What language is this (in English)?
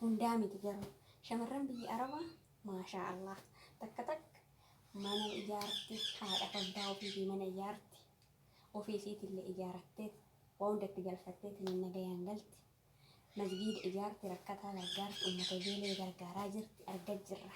Oromo